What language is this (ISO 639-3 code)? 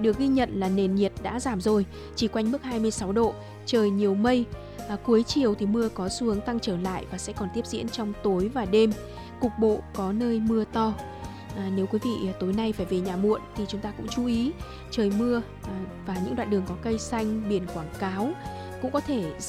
vie